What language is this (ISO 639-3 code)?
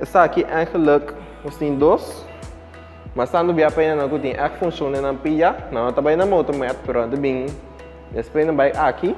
pap